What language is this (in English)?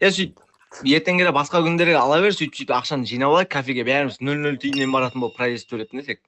Kara-Kalpak